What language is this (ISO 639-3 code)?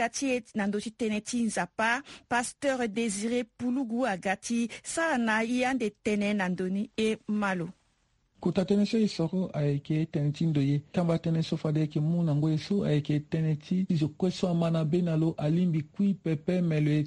sag